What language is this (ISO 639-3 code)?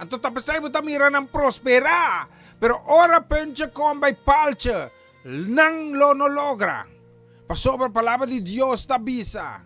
pap